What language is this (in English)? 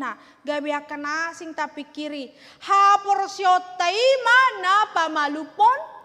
Batak Toba